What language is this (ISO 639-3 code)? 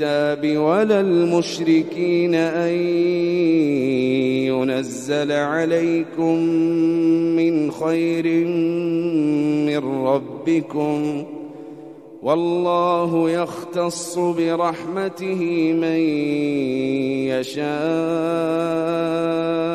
ara